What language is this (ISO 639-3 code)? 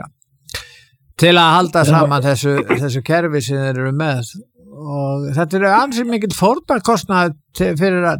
isl